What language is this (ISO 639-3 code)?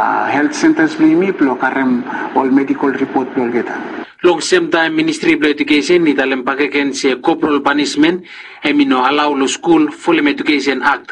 bis